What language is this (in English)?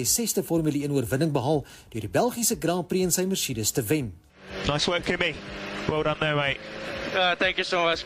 Afrikaans